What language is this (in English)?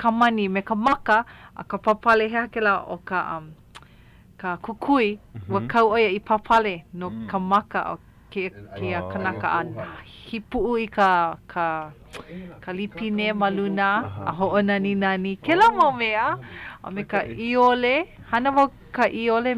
Hawaiian